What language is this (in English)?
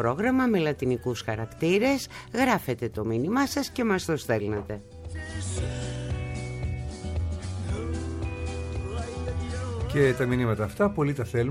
Greek